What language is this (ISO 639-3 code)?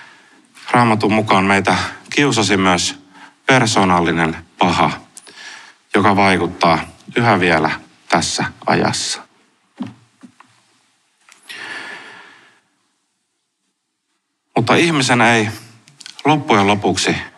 fin